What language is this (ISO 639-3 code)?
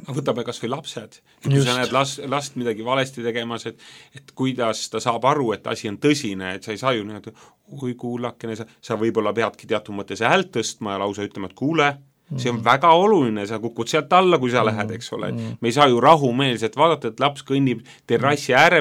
est